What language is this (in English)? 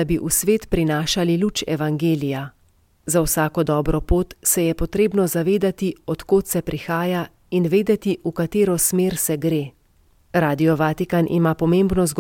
Slovenian